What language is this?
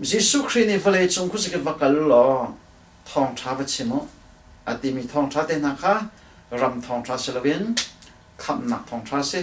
Hakha Chin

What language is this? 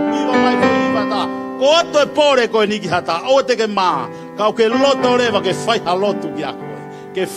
Tongan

